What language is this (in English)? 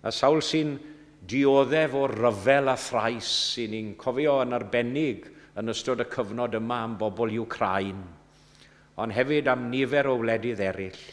Welsh